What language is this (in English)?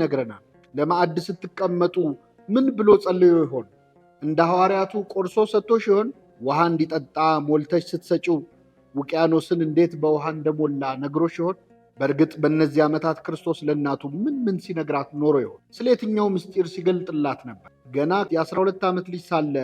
Amharic